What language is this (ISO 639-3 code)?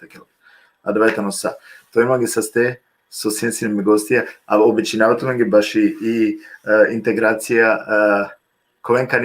rmn